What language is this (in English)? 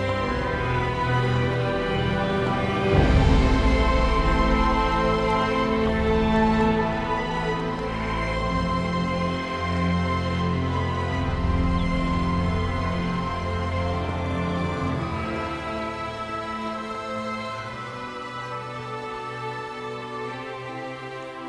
S'gaw Karen